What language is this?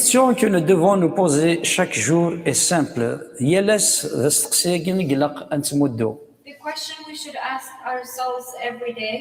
Kabyle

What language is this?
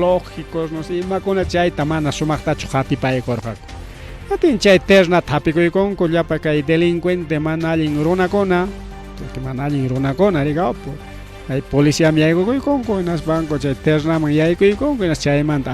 Ayacucho Quechua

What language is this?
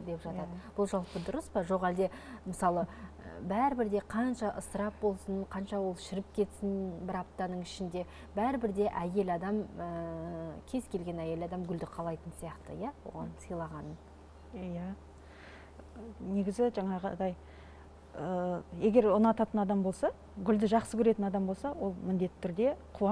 Kazakh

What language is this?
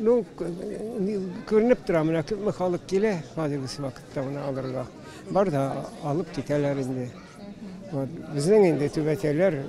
Tatar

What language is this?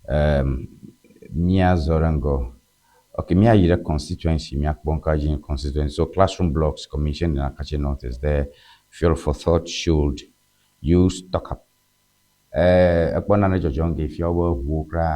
Ewe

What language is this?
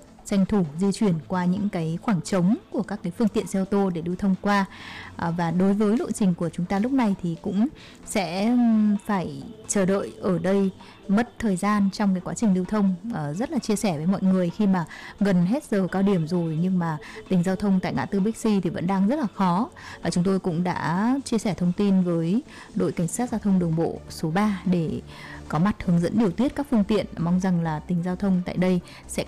Vietnamese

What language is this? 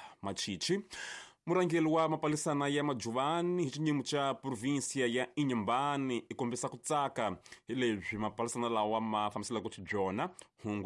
Tsonga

